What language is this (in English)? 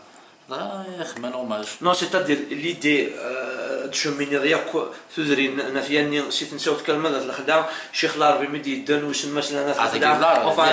Kabyle